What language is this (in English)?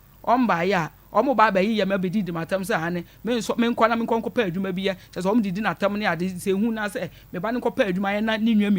Akan